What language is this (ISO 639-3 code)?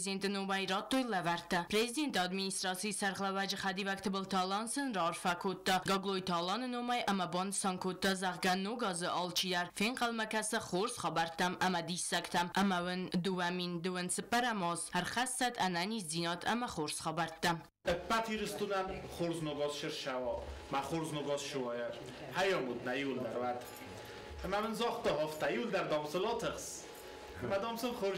oss